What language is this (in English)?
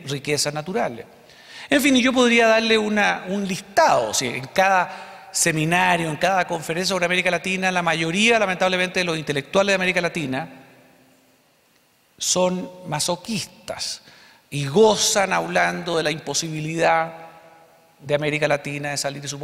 Spanish